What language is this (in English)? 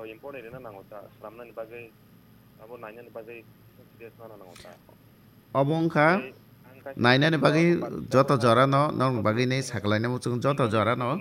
Kok Borok